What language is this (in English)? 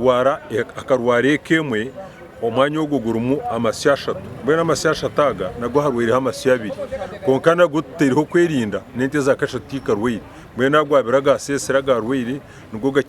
Nyankole